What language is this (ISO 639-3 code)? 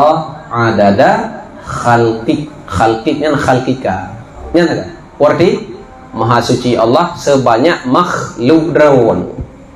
ace